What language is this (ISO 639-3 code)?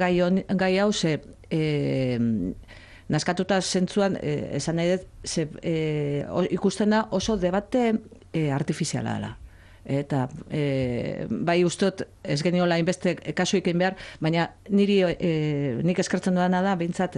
eus